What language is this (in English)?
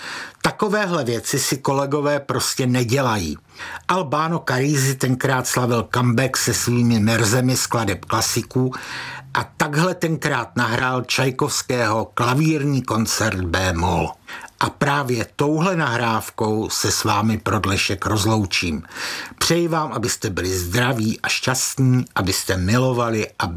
Czech